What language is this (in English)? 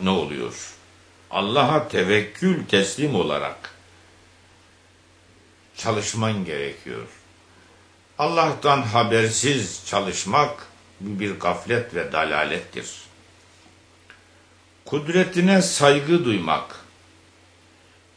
Turkish